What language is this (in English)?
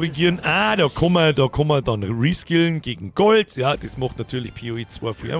Bavarian